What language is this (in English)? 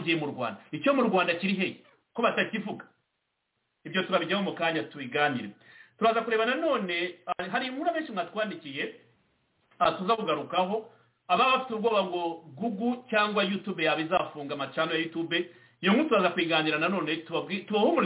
Kinyarwanda